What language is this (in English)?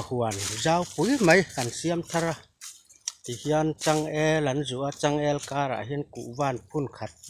Mizo